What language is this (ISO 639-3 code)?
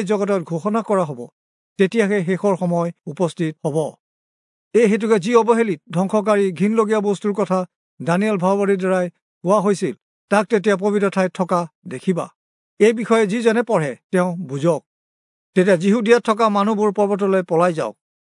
asm